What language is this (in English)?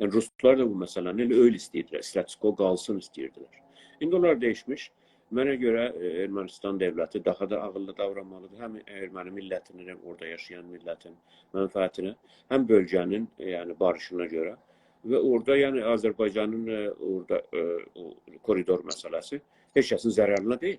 South Azerbaijani